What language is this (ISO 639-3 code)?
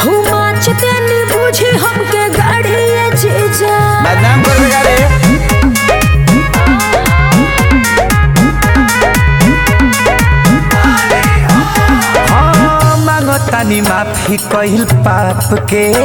bho